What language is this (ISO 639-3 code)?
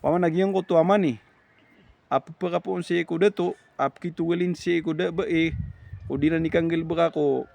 mrw